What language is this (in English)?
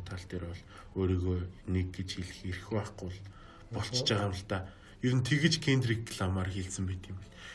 Mongolian